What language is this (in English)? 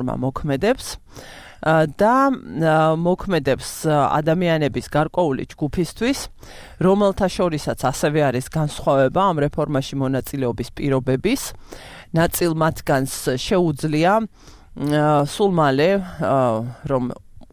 Georgian